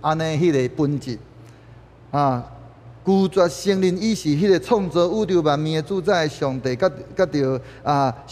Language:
Min Nan Chinese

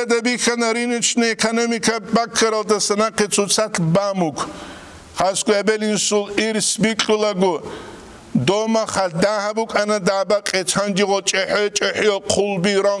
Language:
Avaric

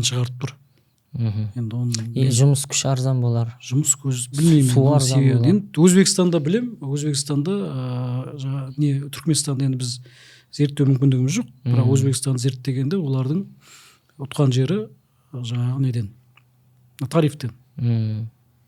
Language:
Kazakh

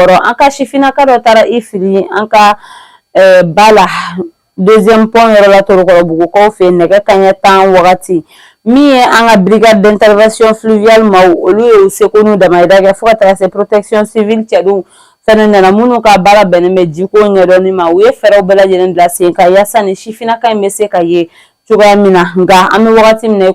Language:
Bambara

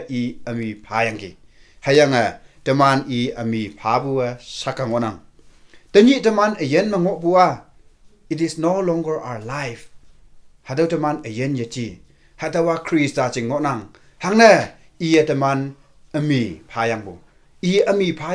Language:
Konyak Naga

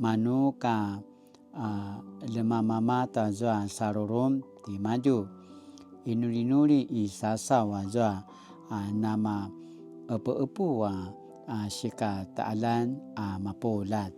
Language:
Paiwan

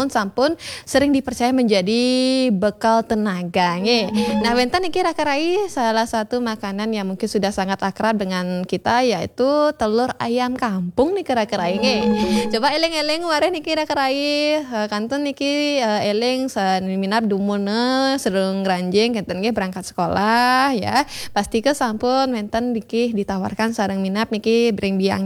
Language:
Balinese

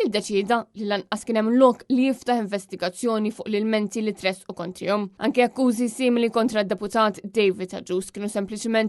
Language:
Maltese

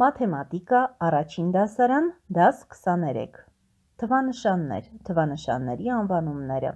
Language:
Armenian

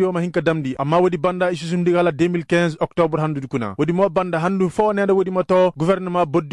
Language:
Koyraboro Senni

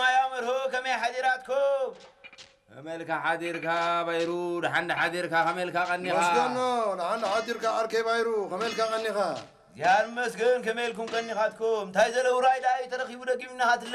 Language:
Tigrinya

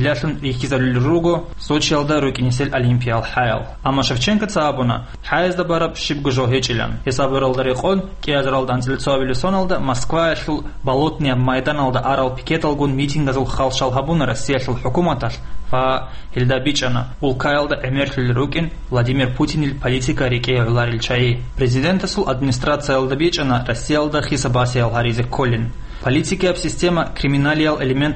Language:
Avaric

